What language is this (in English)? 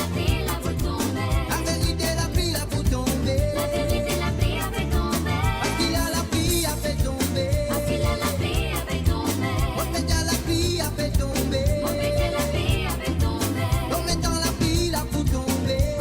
Morisyen